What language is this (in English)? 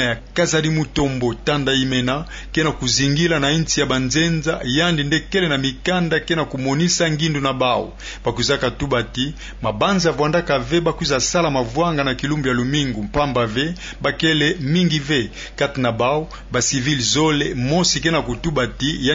Kituba (Democratic Republic of Congo)